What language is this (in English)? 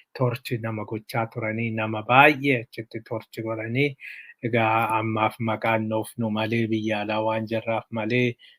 Oromo